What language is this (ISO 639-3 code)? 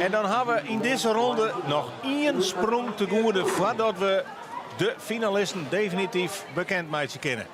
fry